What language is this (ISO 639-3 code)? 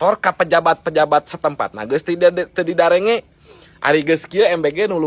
sun